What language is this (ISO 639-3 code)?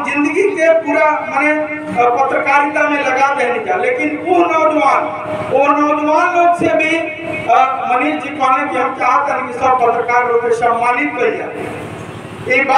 bho